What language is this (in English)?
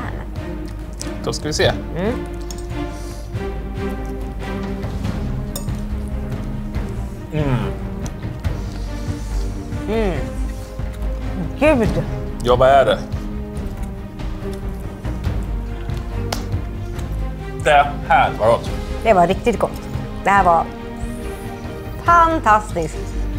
Swedish